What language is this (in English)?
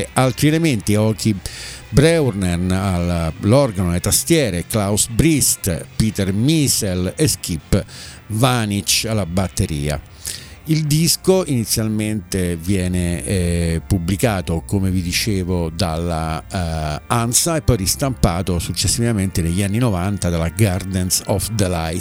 Italian